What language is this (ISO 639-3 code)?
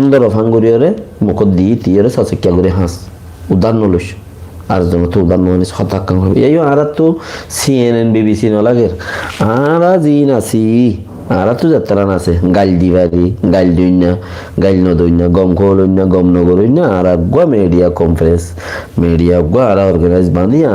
rhg